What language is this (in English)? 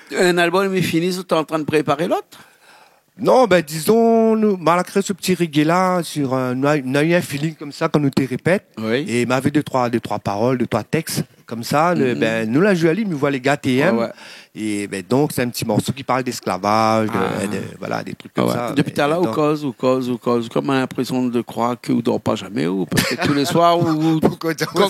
Réunion Creole French